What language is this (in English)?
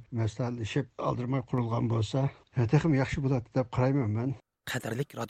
Uyghur